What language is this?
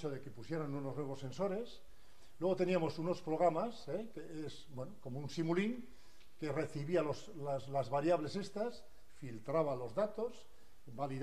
Spanish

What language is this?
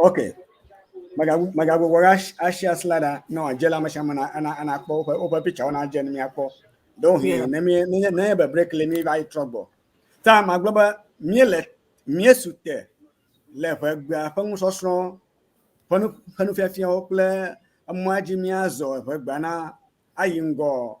Ewe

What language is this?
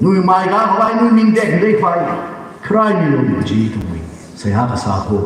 Tangkhul Naga (India)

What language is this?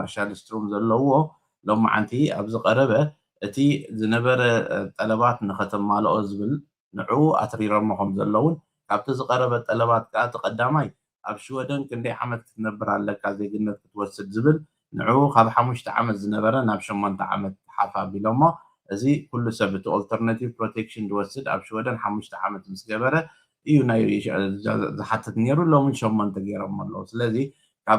Tigrinya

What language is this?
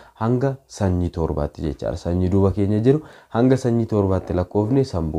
Oromo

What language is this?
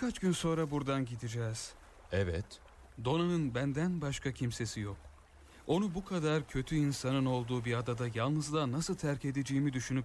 Turkish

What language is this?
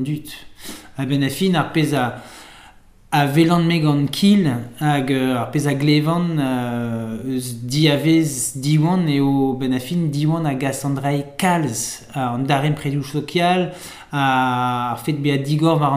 Breton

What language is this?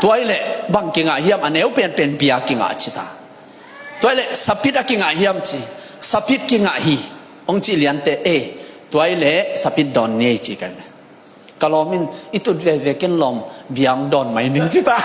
Tedim Chin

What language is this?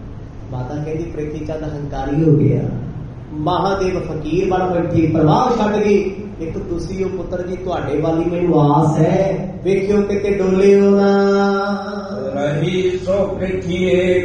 Punjabi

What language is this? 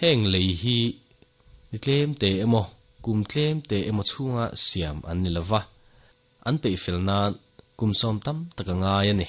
Mizo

